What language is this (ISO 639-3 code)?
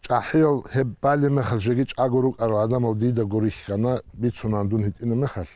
ava